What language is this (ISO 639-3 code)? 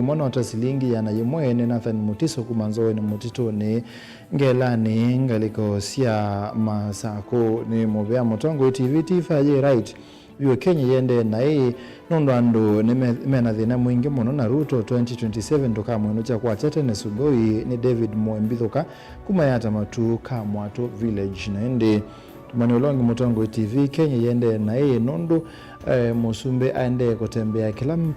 kam